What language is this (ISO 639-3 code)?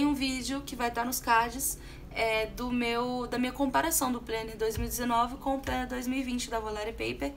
por